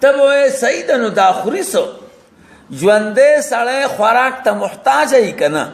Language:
Pashto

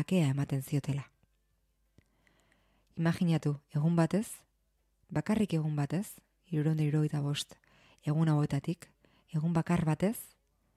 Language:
Basque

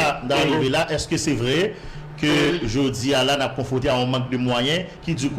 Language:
Haitian Creole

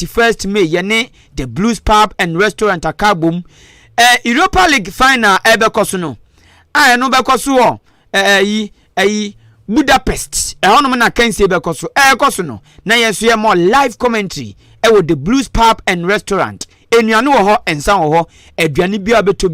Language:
Akan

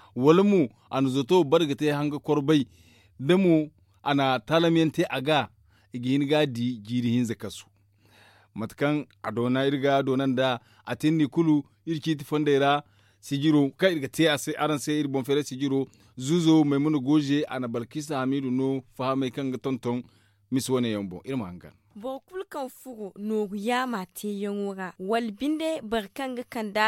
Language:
Zarma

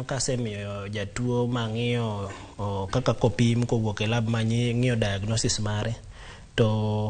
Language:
Luo (Kenya and Tanzania)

